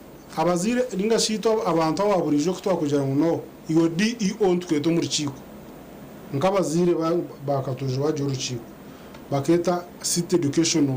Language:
Nyankole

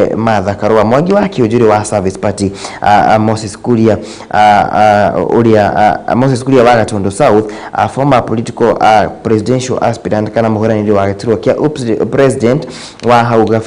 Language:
Kikuyu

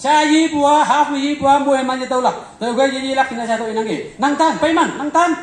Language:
Konyak Naga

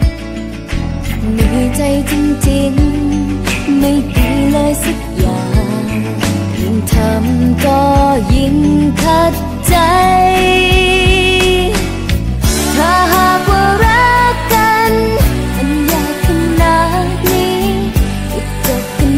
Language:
Thai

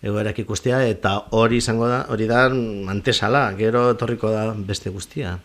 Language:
Basque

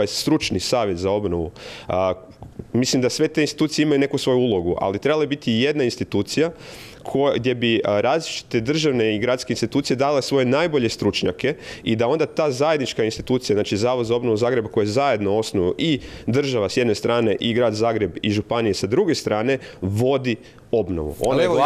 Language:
Croatian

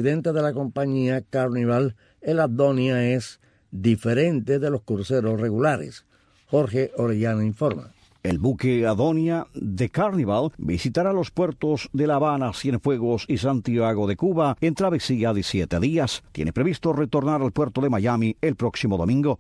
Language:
Spanish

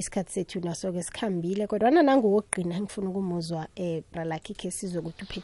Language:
South Ndebele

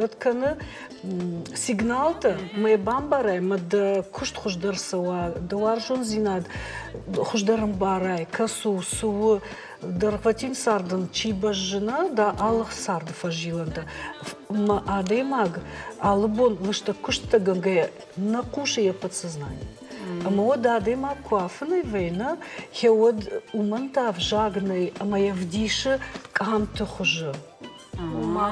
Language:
Ossetic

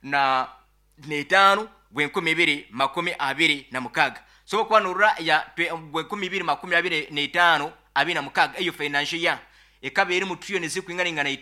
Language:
Nyoro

